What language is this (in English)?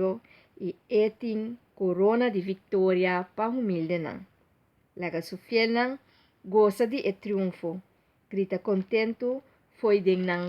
Papiamento